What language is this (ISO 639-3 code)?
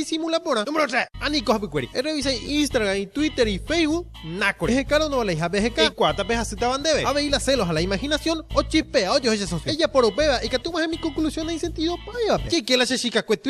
grn